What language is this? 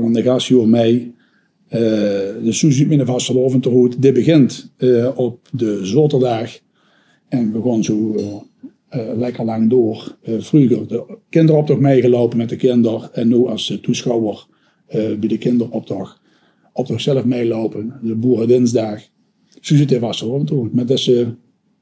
Limburgish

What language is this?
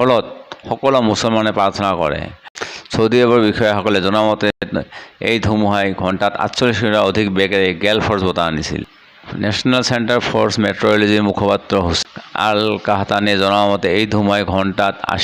Assamese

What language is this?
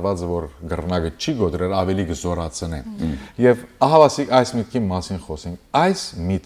Western Armenian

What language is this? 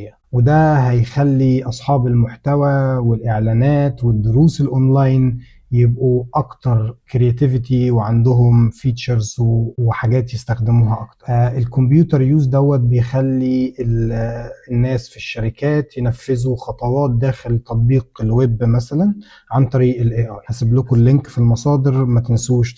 Egyptian Arabic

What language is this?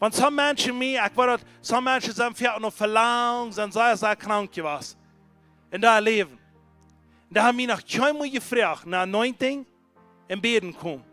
Plautdietsch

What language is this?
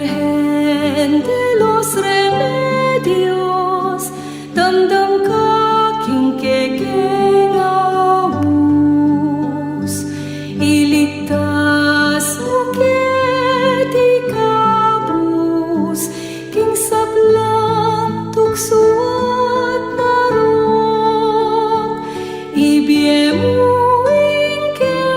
Pampanga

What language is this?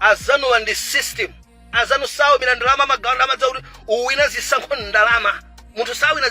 Nyanja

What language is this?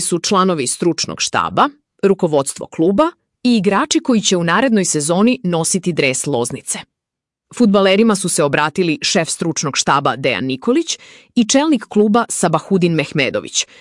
Serbian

